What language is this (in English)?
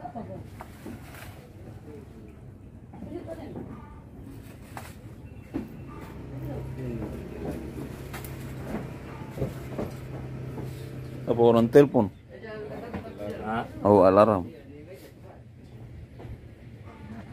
Indonesian